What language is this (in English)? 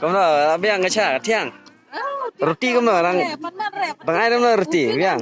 Khasi